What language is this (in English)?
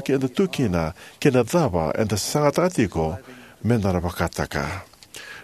Fijian